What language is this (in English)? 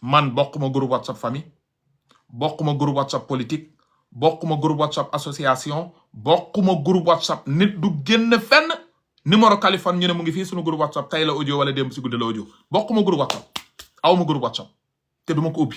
Wolof